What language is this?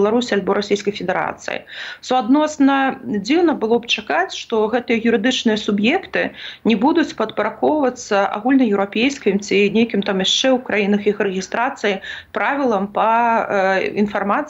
Belarusian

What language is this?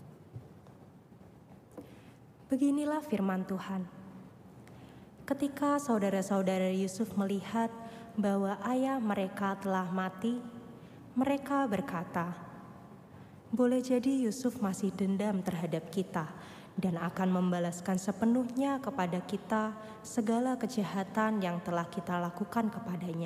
Indonesian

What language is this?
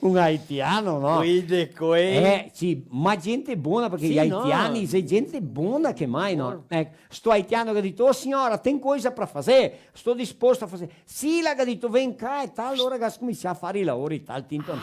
Venetian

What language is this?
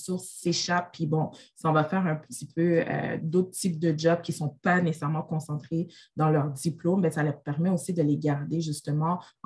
French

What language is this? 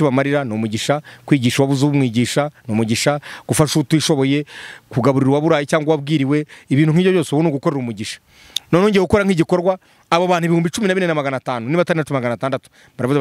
Kinyarwanda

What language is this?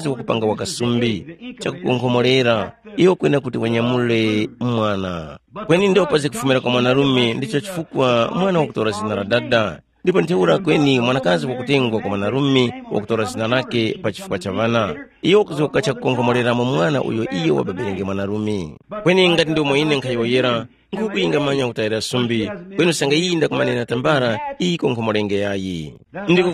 Tumbuka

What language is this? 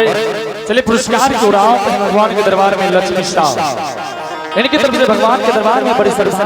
Angika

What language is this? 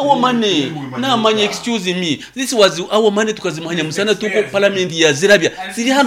Nyankole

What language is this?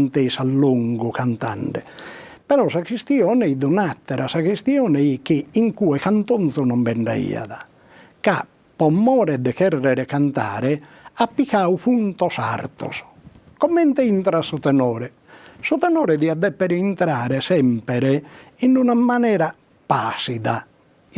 Sardinian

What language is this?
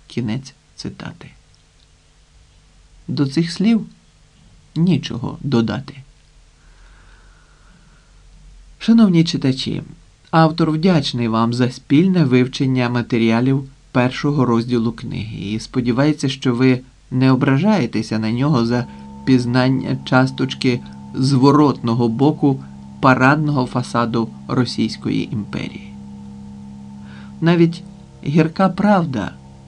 Ukrainian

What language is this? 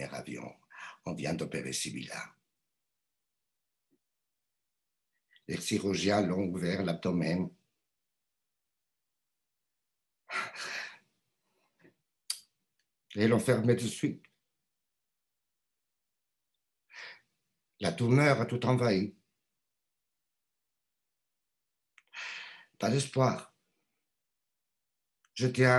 French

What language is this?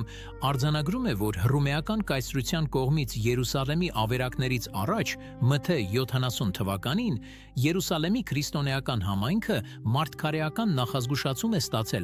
Western Armenian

